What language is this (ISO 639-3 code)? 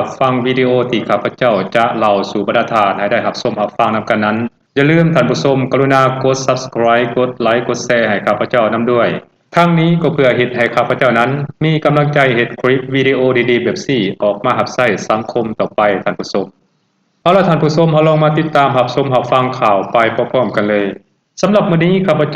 lao